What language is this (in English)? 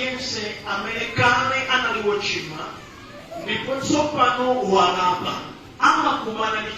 Nyanja